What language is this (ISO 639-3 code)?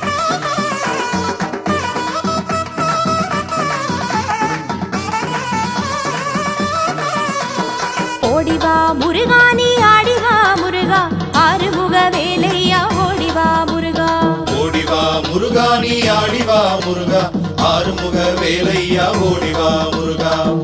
tam